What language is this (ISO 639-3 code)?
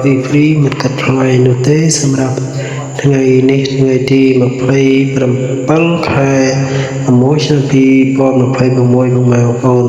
khm